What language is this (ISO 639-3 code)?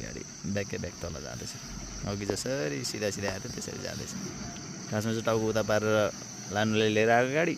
nep